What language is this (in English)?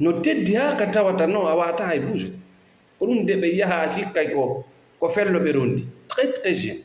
Fula